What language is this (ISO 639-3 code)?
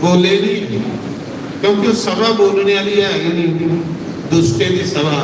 doi